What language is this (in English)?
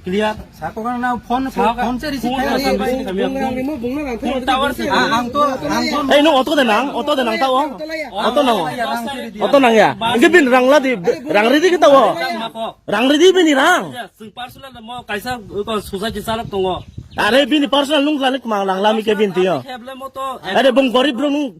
Kok Borok